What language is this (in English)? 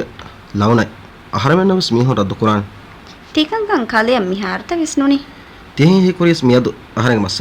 Divehi